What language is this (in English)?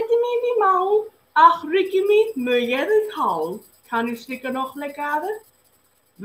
Scottish Gaelic